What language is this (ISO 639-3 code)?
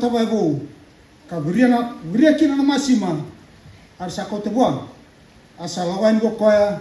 fij